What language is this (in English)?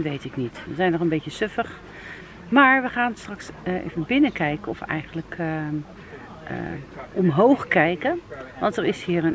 Dutch